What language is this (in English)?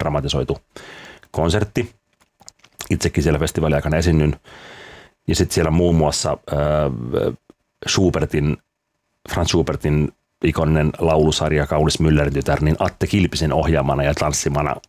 Finnish